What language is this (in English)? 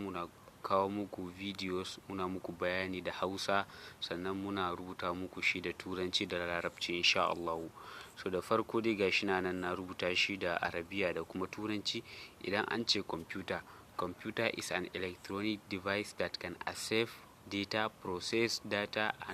Hausa